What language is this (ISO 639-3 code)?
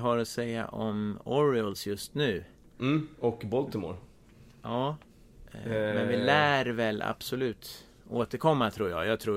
swe